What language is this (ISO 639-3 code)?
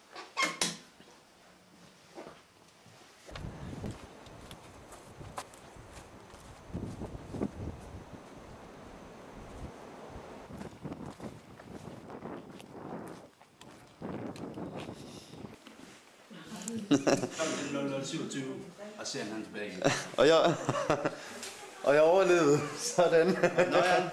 dan